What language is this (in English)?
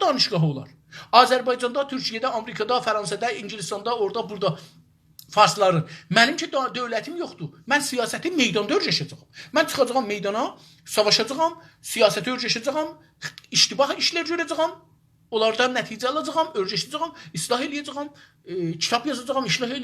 South Azerbaijani